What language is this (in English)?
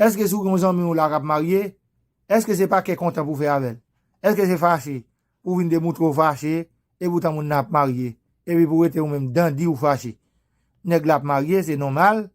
Haitian Creole